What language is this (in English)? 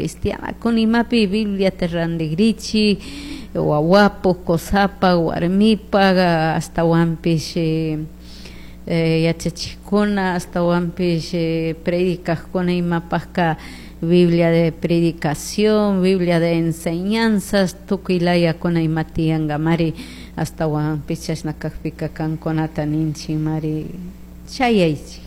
Chimborazo Highland Quichua